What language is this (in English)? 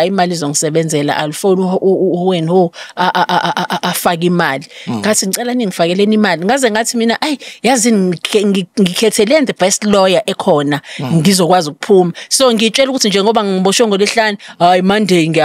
Zulu